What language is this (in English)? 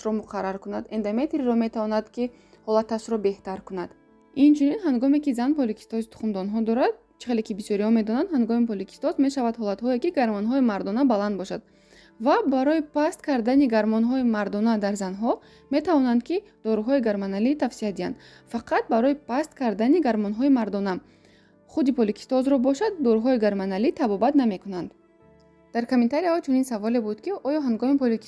Tajik